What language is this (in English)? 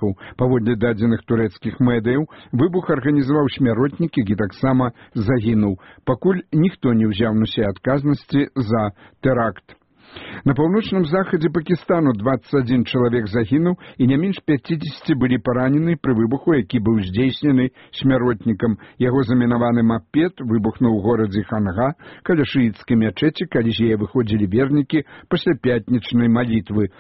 Belarusian